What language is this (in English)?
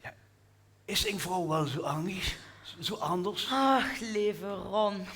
Limburgish